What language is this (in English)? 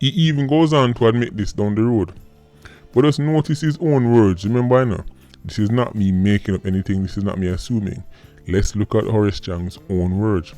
Jamaican Creole English